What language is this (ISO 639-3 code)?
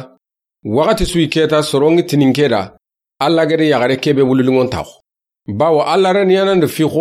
snk